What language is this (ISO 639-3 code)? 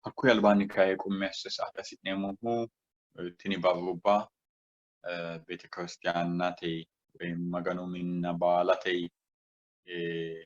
sid